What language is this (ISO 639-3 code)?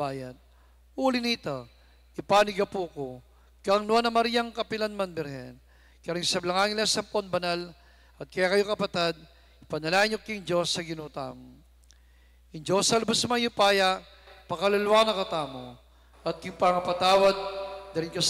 pam